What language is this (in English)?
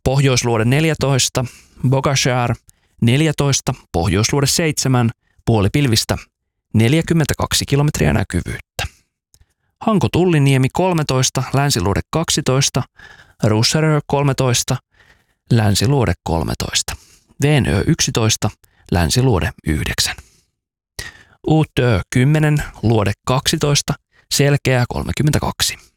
Finnish